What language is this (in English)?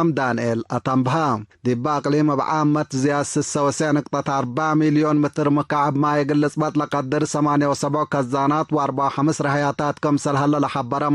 Tigre